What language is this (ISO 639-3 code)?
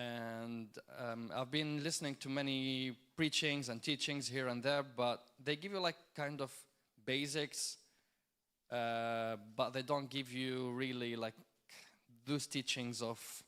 eng